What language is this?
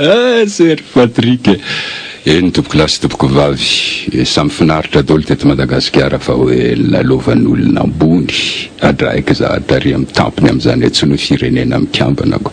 Malagasy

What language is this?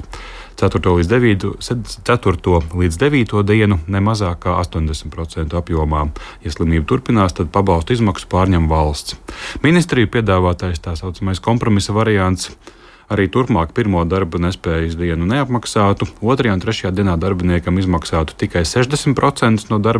Latvian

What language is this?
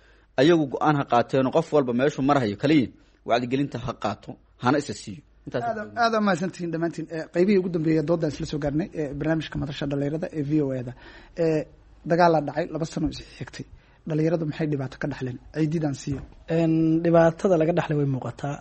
Somali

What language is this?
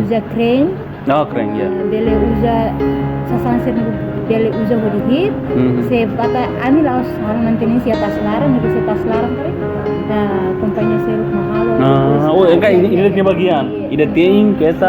Tetum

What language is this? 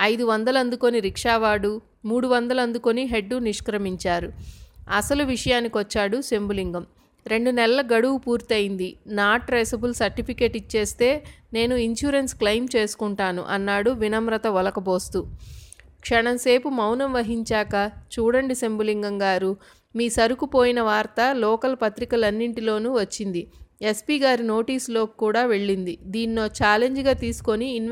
Telugu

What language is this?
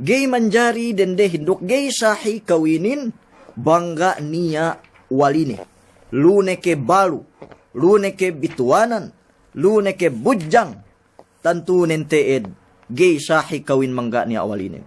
Yakan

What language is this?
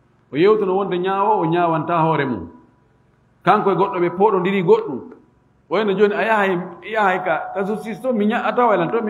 Fula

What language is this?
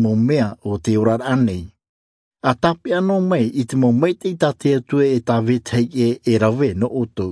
Tahitian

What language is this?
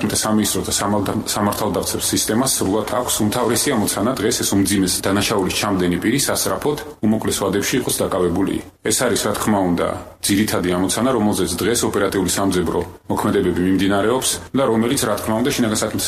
Georgian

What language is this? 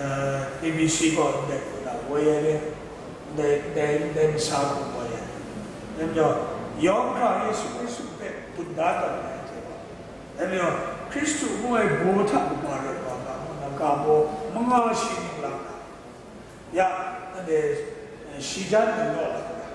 Kachin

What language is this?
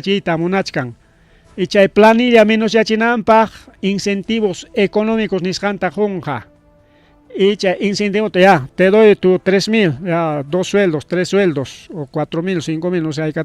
Ayacucho Quechua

